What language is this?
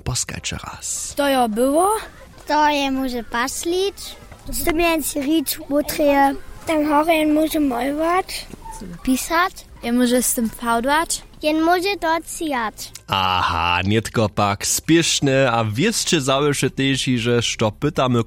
Upper Sorbian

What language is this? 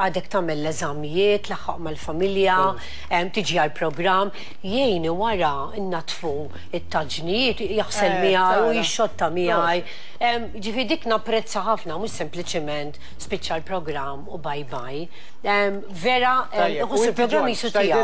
Maltese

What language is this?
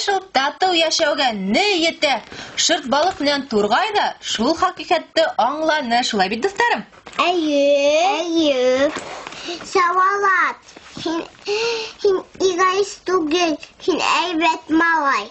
Bashkir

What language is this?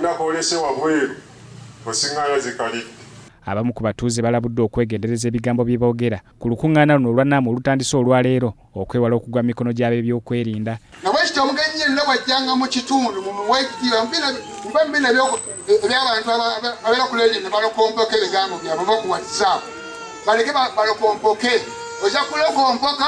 Ganda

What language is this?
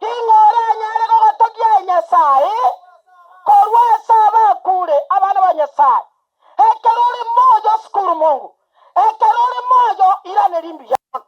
Gusii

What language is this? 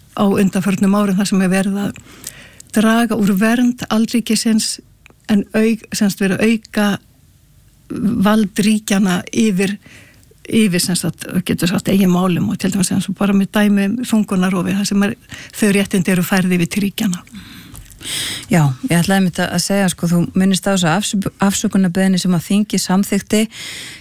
Icelandic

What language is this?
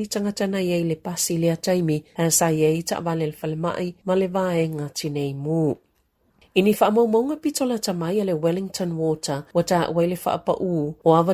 Samoan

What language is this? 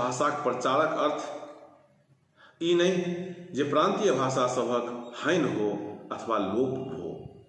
Maithili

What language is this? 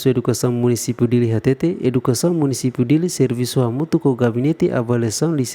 Tetum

